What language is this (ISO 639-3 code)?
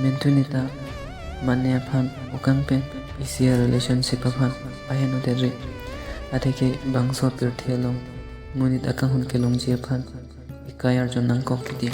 mjw